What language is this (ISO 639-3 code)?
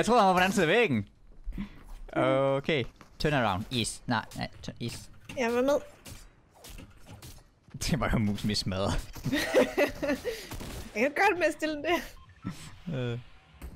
dan